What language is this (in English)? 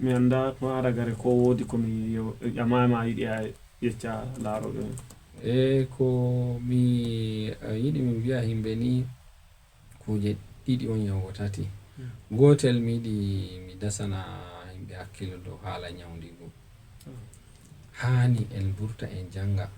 Fula